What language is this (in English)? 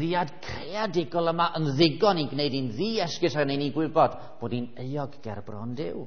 Welsh